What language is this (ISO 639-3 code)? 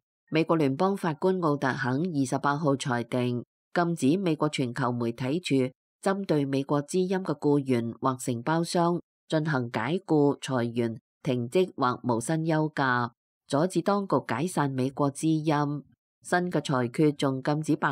yue